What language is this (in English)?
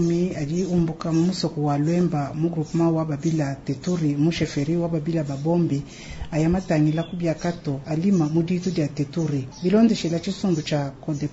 Luba-Lulua